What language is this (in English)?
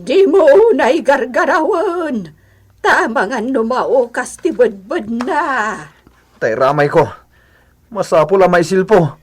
Iloko